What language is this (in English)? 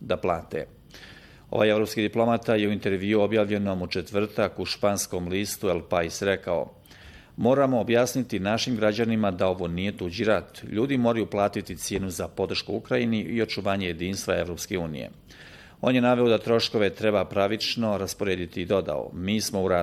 Bosnian